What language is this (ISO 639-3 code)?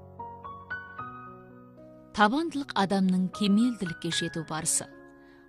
kaz